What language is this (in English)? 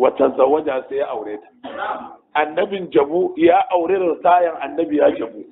Hausa